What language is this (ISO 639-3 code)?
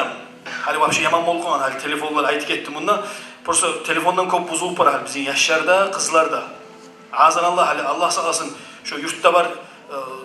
kum